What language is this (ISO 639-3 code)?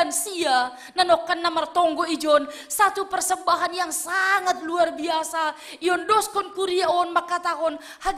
bts